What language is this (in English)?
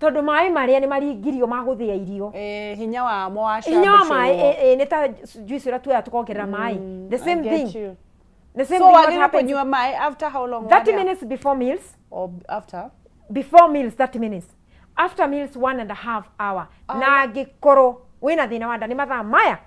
Kikuyu